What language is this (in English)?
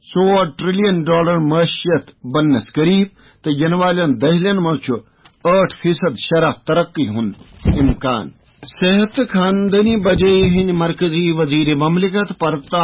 Kashmiri